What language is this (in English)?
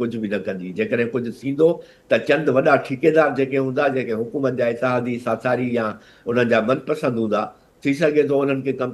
Sindhi